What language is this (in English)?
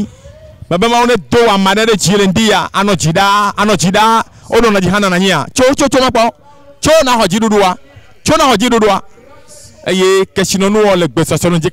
Ewe